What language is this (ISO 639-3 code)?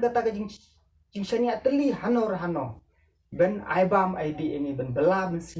kha